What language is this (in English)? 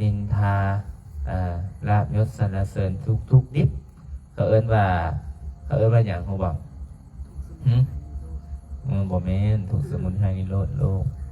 Lao